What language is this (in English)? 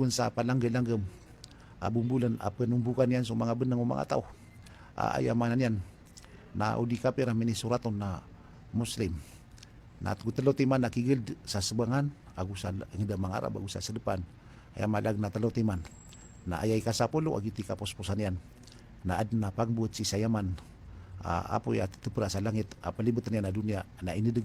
Maranao